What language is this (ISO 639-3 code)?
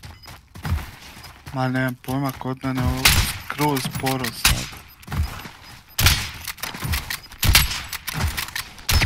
hrv